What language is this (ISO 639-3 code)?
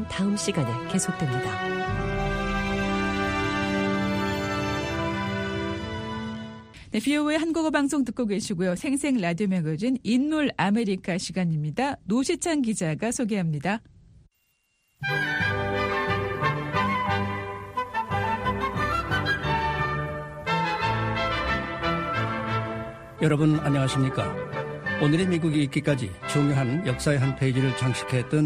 kor